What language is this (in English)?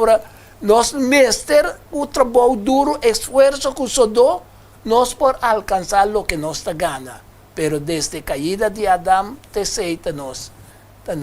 Papiamento